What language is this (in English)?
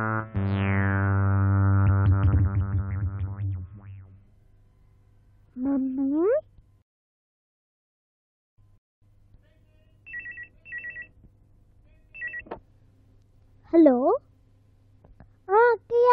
Telugu